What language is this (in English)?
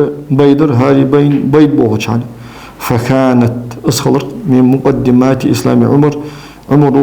Ingush